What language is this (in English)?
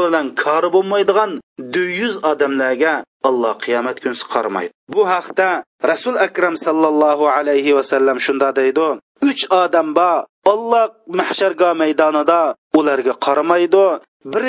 Uyghur